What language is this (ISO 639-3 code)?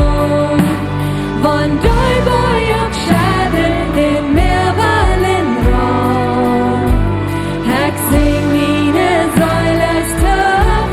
pdt